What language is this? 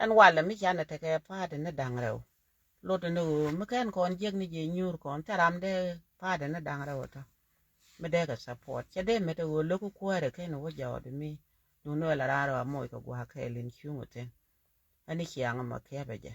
Nuer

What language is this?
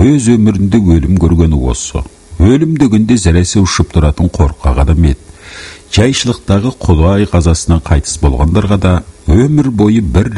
Kazakh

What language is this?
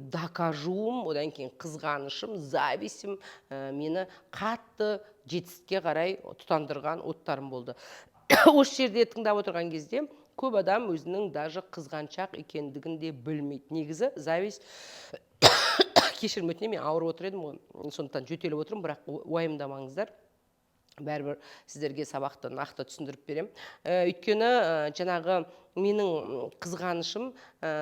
Kazakh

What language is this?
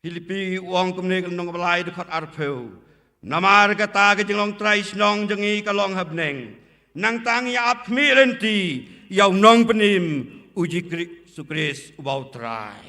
Khasi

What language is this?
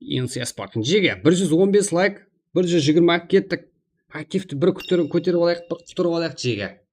Kara-Kalpak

